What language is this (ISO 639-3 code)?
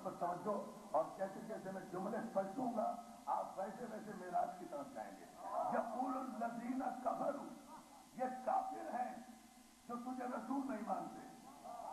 urd